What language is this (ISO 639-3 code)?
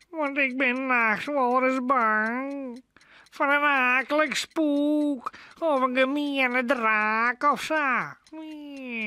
fry